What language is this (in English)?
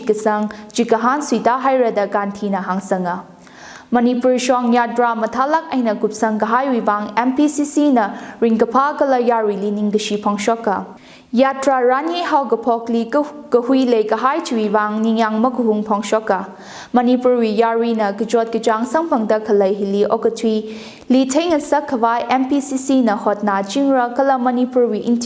Tangkhul Naga (India)